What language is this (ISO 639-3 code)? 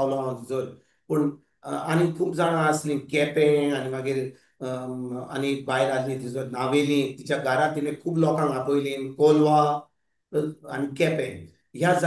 kok